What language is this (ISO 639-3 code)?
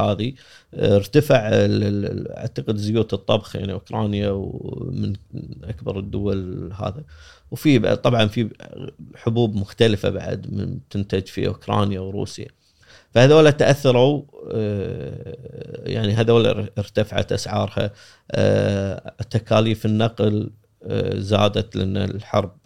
afb